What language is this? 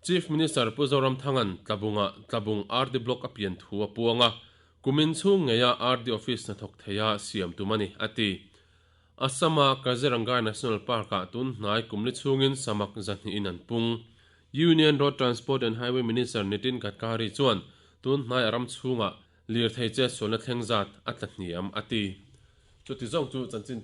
Mizo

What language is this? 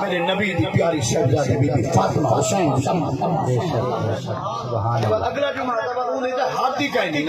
Saraiki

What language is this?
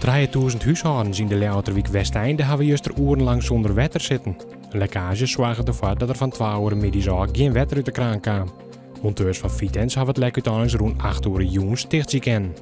Western Frisian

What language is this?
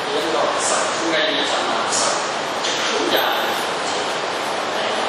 Kachin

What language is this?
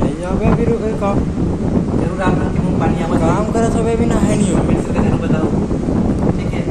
Chhattisgarhi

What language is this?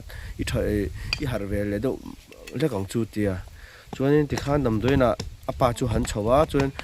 Mizo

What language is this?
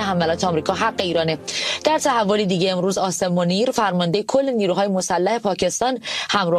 Persian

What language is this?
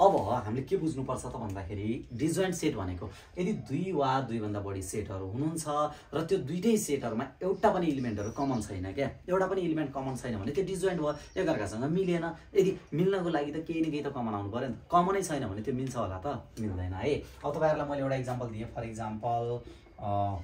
Nepali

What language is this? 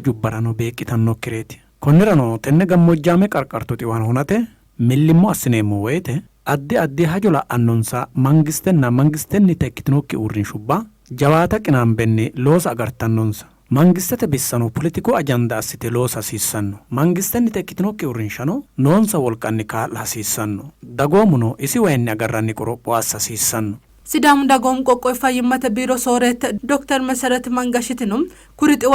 Sidamo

